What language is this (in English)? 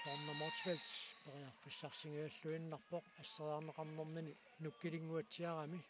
Kalaallisut